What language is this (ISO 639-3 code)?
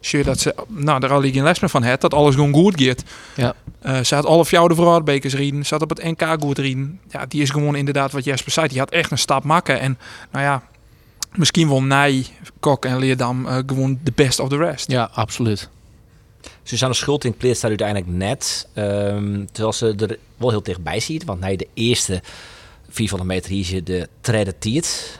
fry